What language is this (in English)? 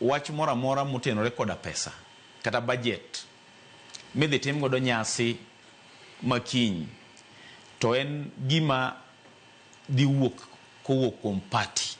Luo (Kenya and Tanzania)